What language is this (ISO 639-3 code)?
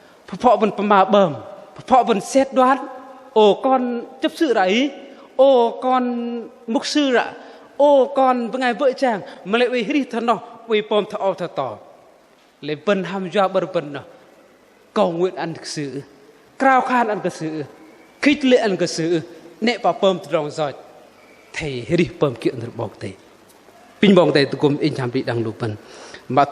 bdq